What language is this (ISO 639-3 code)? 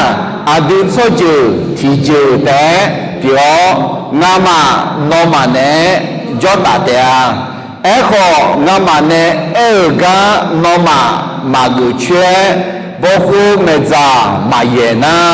ahk